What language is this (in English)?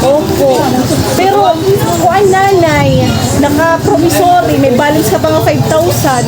Waray